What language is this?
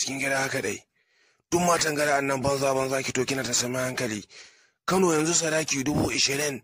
Hausa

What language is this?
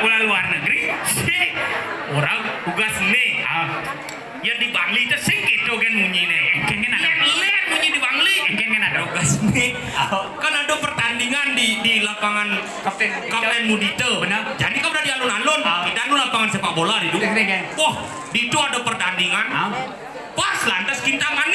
Balinese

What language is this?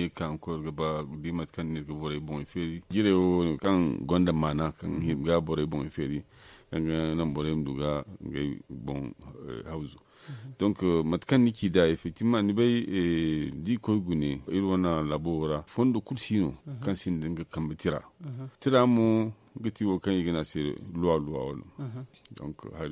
Zarma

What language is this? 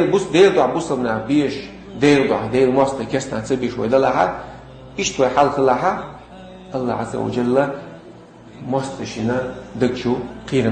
Chechen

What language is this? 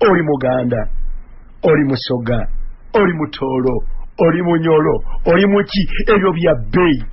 Ganda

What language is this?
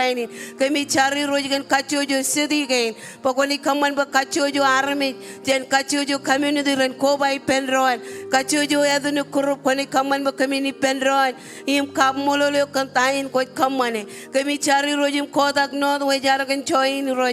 Marshallese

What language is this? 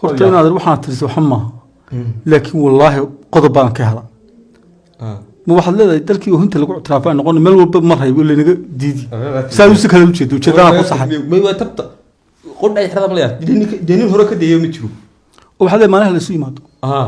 Somali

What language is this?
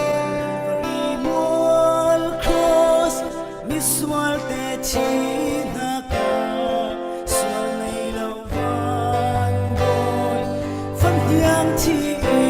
Falam Chin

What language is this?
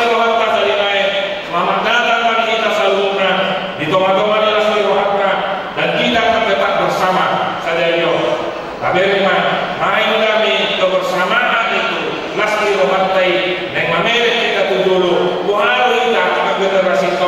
Batak Toba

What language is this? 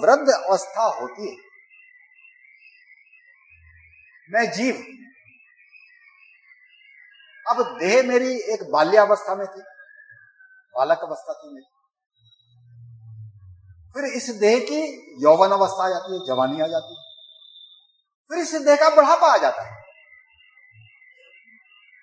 Hindi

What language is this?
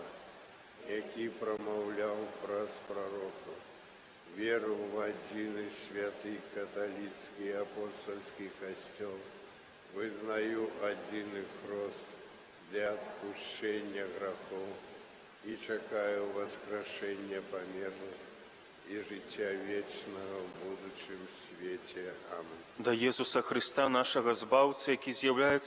Belarusian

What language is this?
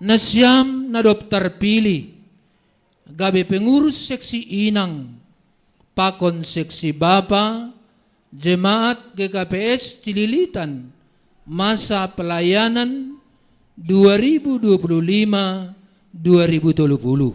Batak Simalungun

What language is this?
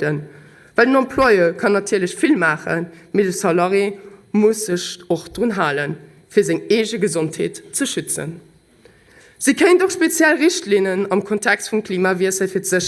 Luxembourgish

